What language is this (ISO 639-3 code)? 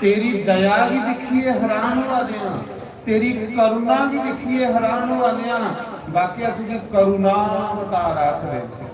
doi